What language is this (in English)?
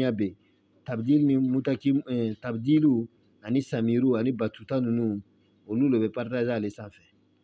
Bambara